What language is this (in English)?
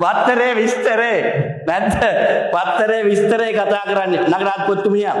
Sinhala